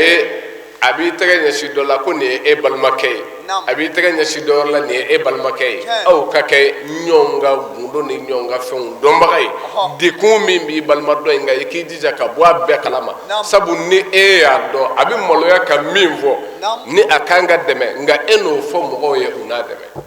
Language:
Bambara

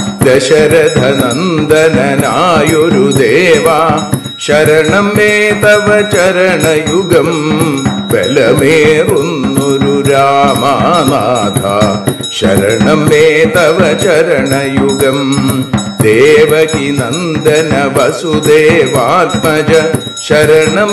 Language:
Malayalam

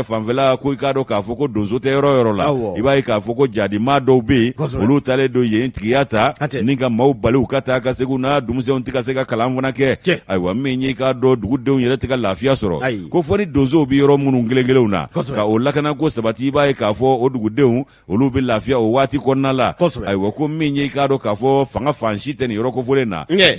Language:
Bambara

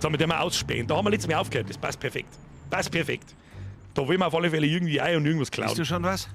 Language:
Bavarian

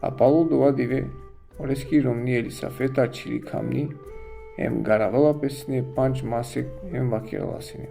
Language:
Balkan Romani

